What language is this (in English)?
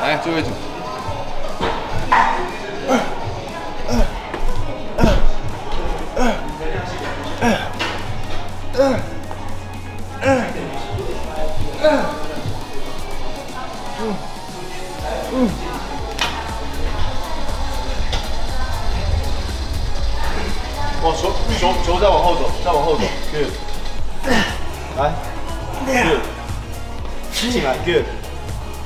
Chinese